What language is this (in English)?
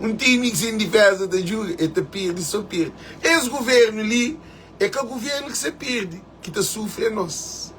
Kabuverdianu